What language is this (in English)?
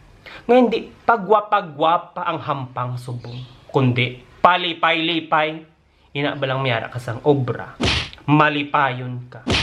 Hiligaynon